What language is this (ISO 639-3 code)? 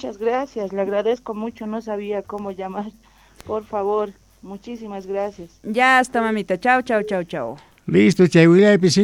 que